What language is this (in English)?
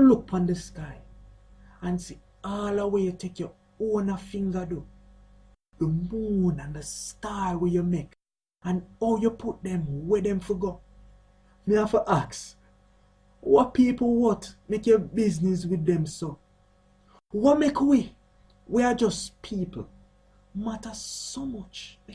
Jamaican Creole English